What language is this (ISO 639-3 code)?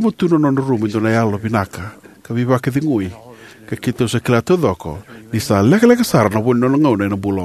fij